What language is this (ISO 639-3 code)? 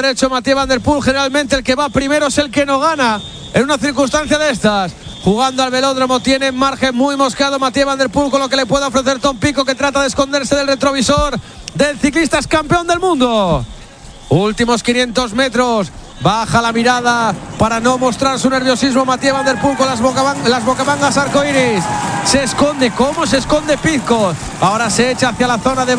spa